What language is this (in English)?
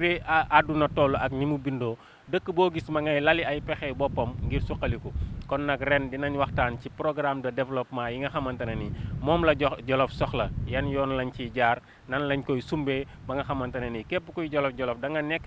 Wolof